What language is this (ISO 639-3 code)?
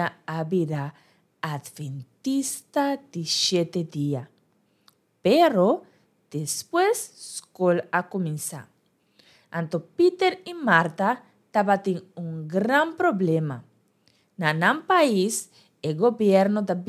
pap